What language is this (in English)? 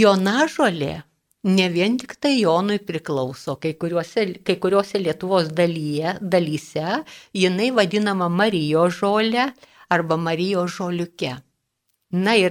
Lithuanian